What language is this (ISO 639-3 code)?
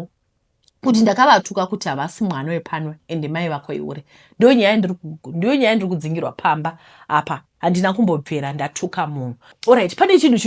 sna